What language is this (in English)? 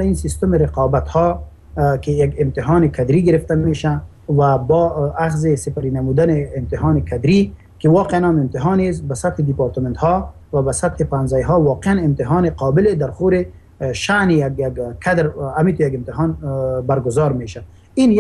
Persian